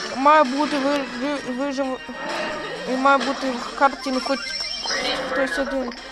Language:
Ukrainian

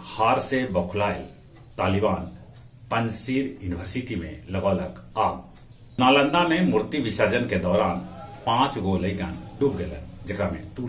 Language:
Magahi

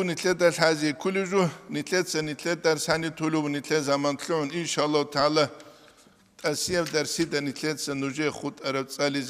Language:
Avaric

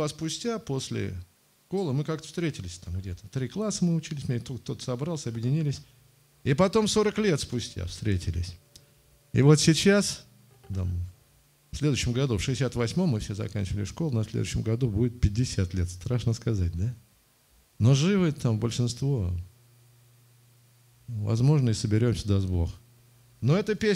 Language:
Russian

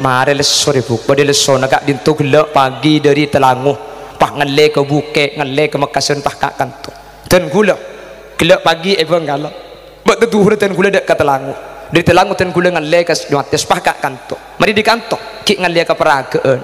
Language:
Madurese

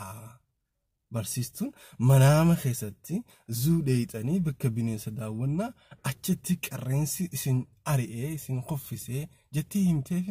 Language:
Oromo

